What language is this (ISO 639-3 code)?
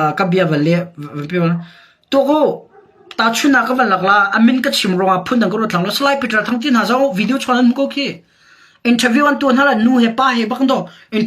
cnh